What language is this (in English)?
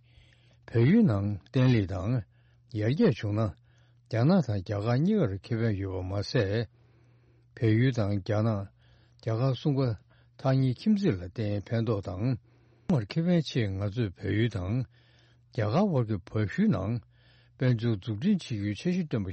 Tibetan